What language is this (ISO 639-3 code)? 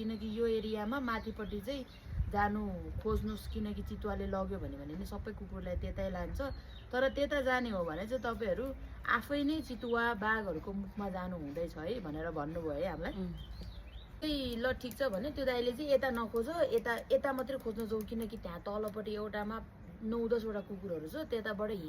nep